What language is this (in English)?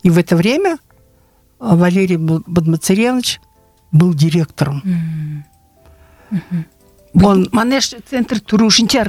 Buriat